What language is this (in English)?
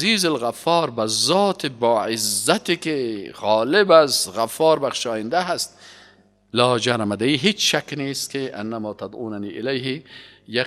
Persian